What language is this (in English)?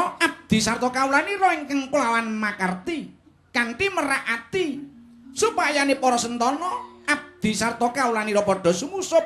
Javanese